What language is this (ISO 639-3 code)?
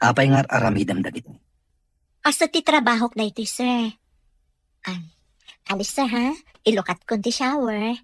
ilo